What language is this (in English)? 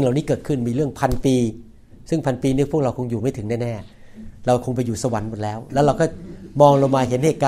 Thai